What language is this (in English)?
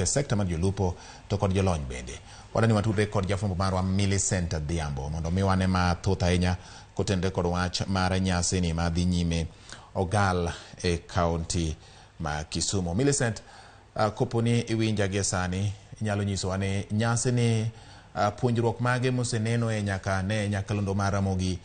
Luo (Kenya and Tanzania)